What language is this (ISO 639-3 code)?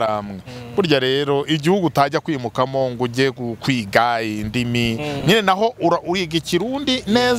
kin